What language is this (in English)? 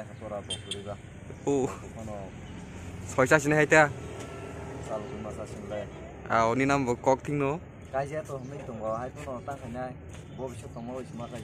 Kok Borok